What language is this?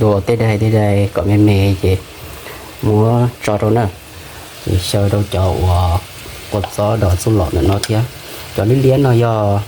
Hmong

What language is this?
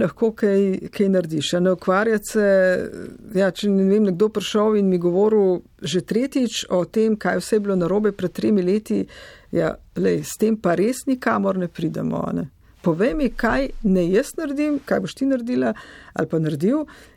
Slovenian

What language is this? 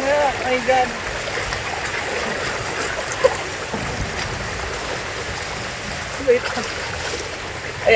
Filipino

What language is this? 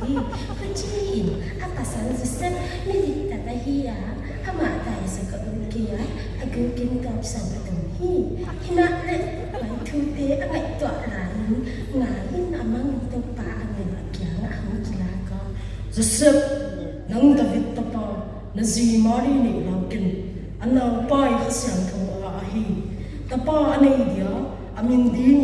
Paite Chin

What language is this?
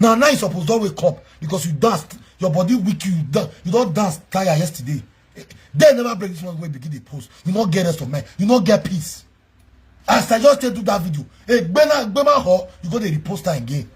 Nigerian Pidgin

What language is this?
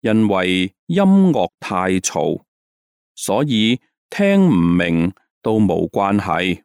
Cantonese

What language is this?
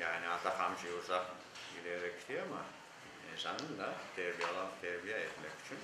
Crimean Tatar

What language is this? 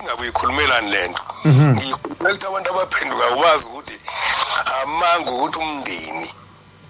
Zulu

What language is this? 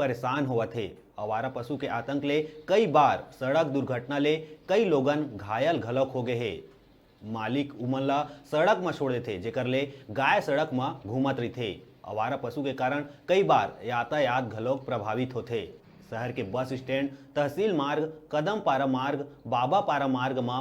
Chhattisgarhi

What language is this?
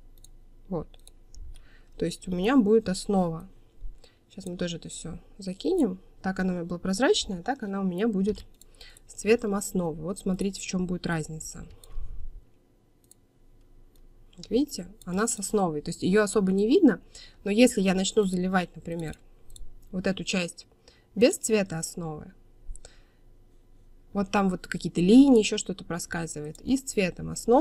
Russian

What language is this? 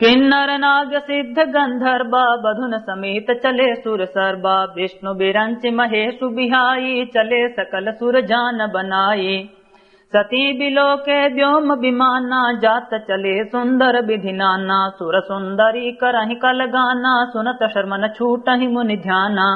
Awadhi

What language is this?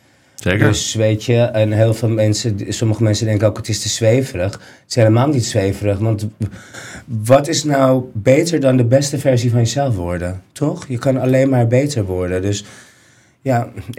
Dutch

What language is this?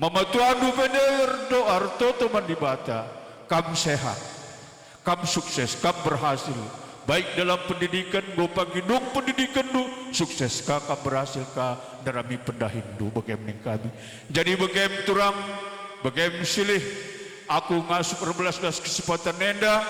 Batak Karo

